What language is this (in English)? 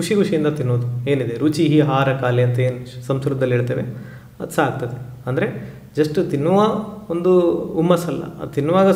Kannada